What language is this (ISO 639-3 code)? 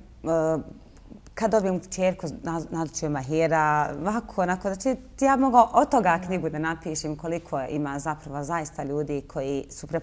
bos